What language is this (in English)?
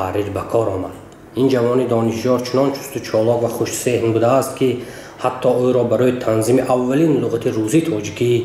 Tajik